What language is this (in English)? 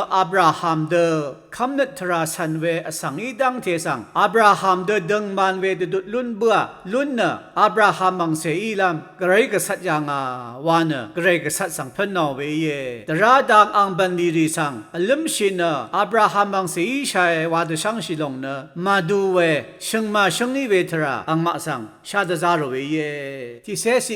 Rawang